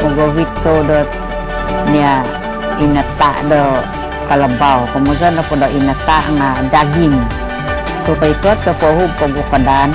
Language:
Central Dusun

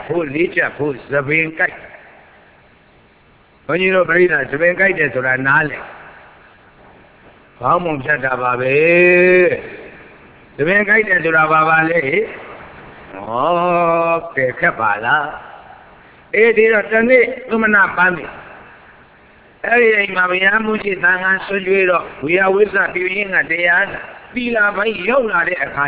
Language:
Burmese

